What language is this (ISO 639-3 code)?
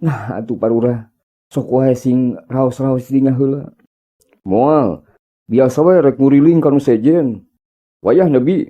sun